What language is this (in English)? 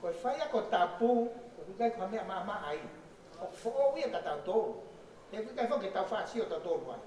Tongan